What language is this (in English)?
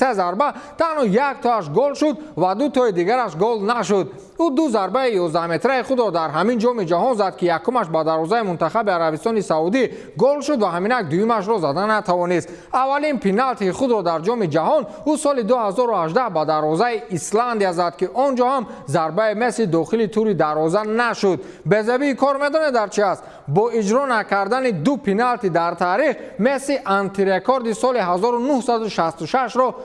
Tajik